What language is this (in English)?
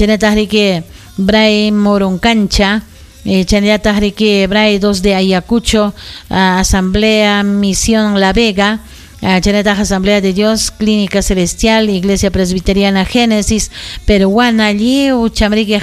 Ayacucho Quechua